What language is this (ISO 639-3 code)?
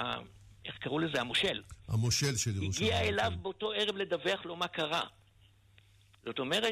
heb